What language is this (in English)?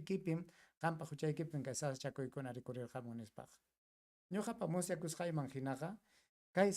Ayacucho Quechua